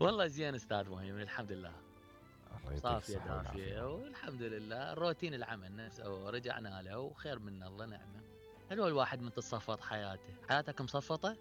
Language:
Mesopotamian Arabic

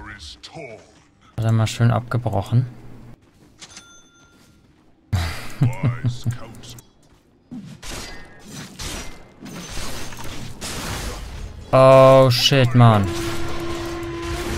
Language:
German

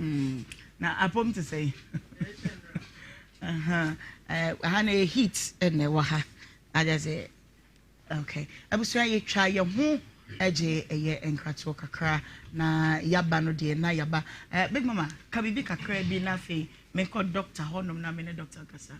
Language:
Akan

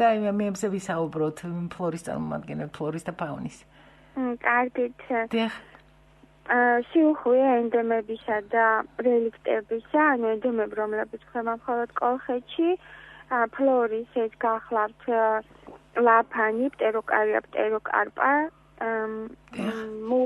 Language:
Georgian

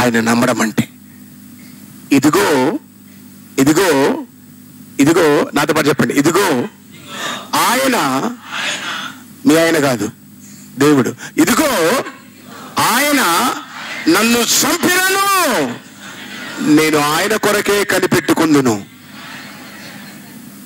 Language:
Telugu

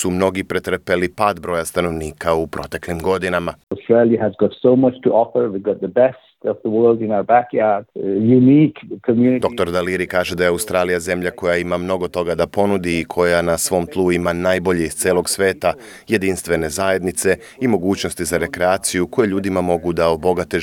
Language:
Serbian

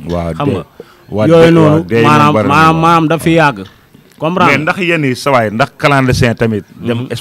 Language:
Wolof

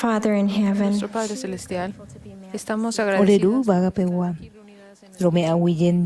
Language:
Guarani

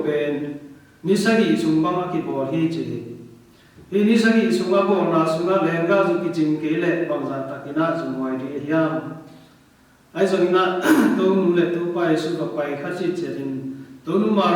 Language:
Tedim Chin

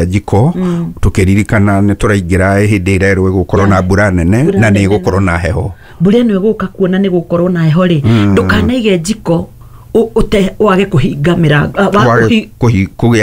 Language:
Kikuyu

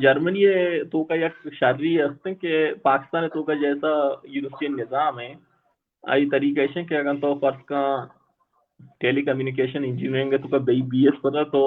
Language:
Baluchi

